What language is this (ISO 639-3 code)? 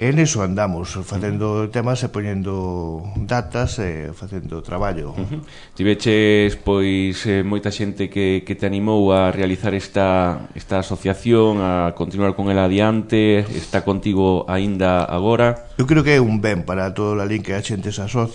glg